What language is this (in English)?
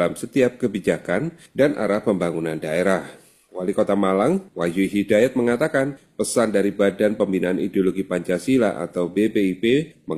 Indonesian